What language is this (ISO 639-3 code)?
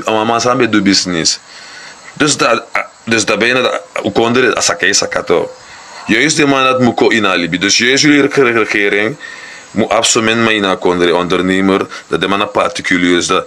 srn